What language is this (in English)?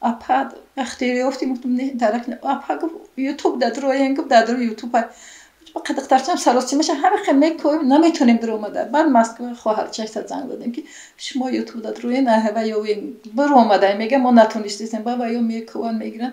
Tajik